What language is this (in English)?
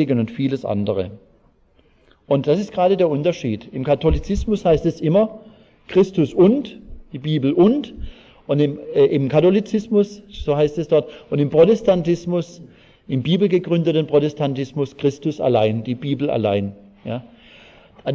German